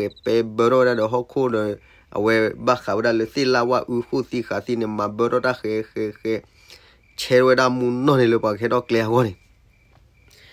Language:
S'gaw Karen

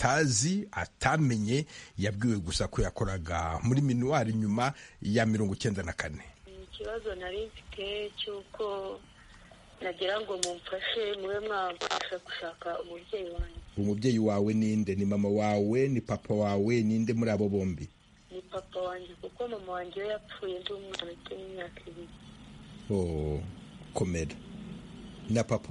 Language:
Kinyarwanda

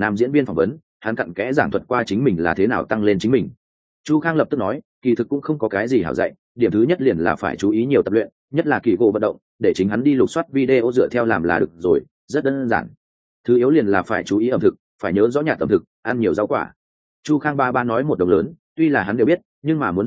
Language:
Vietnamese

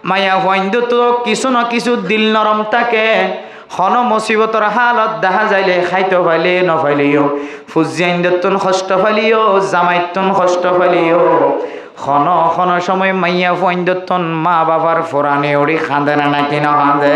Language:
Rohingya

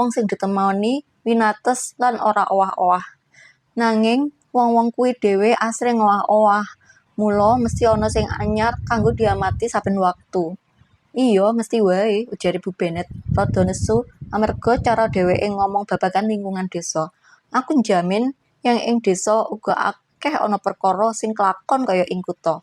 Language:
Javanese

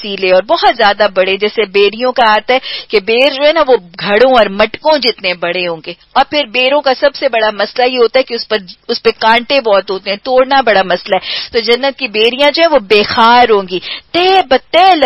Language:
Urdu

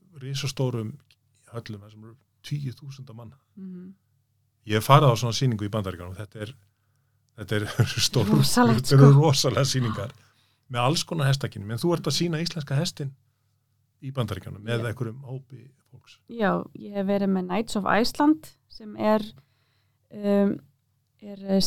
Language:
Icelandic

